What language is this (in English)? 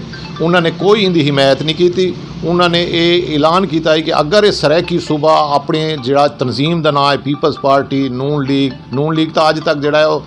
Saraiki